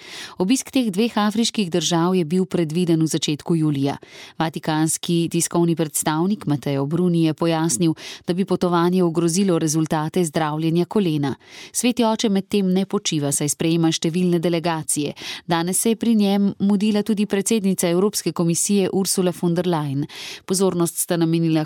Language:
Slovenian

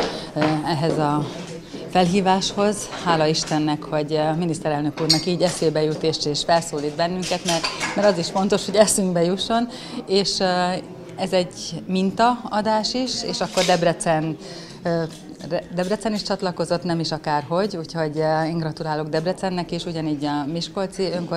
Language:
Hungarian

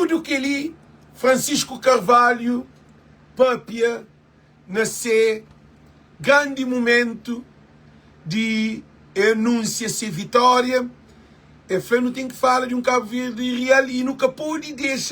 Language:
Kabuverdianu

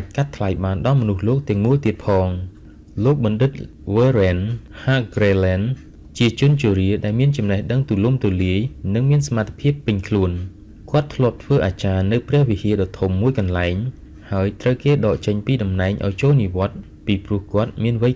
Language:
Khmer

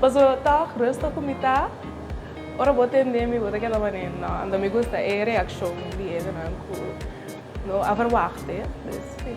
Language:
Papiamento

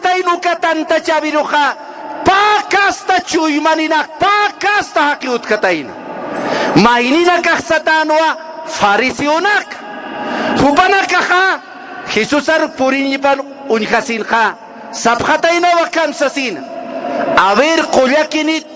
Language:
Aymara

